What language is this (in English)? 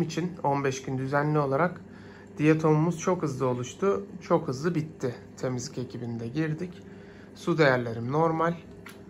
Turkish